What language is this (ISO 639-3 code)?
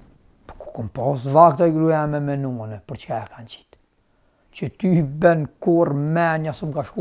sqi